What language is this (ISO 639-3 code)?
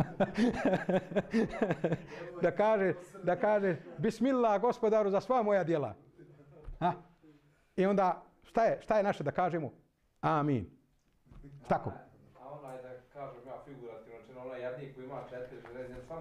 bos